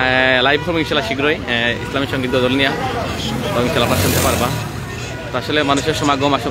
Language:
Sylheti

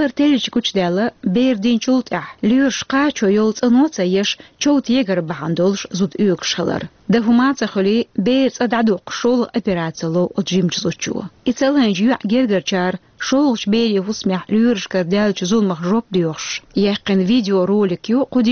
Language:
Chechen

